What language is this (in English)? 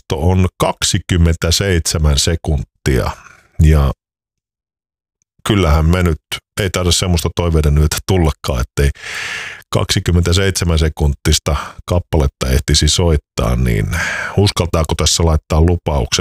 Finnish